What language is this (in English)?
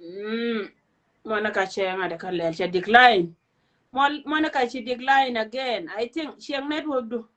Nuer